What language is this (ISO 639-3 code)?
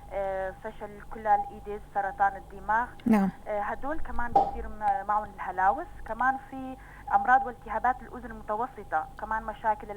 apc